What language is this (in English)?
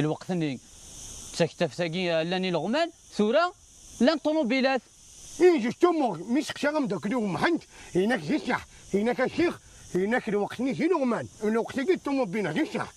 Kabyle